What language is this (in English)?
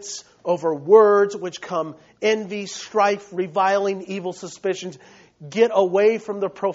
English